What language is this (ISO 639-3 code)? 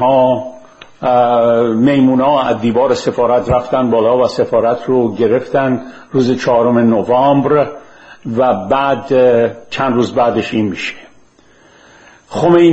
fas